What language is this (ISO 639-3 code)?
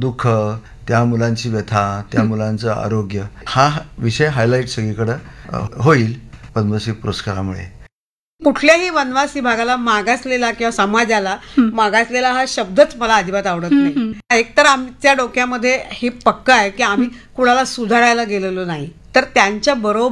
mar